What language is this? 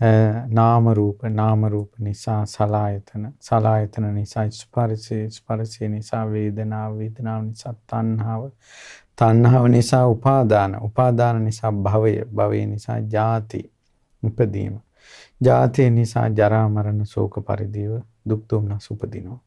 Sinhala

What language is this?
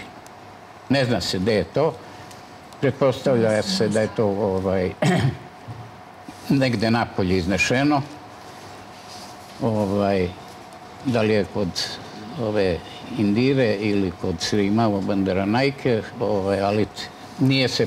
Serbian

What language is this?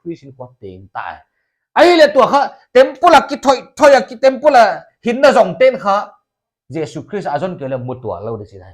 Paite Chin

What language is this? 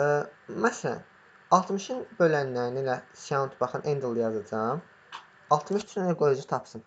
Azerbaijani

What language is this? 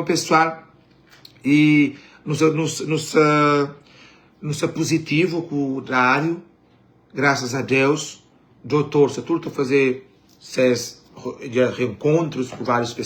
Kabuverdianu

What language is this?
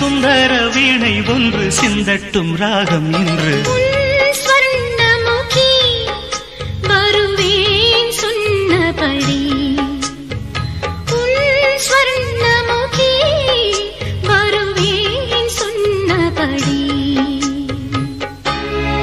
Tamil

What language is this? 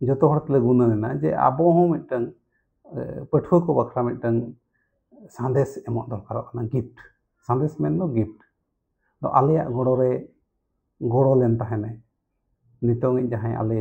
Santali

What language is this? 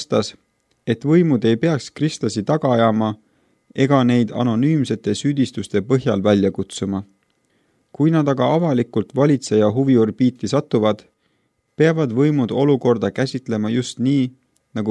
Estonian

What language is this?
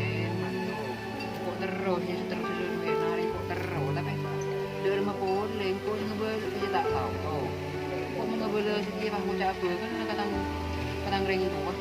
Madurese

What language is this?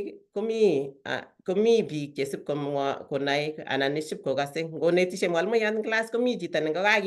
Kalenjin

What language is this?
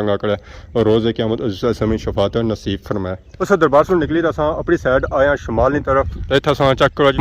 Pahari-Potwari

